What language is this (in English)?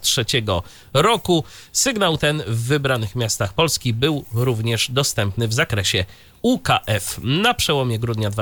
Polish